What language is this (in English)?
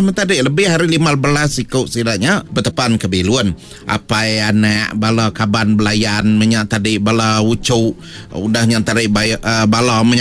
Iban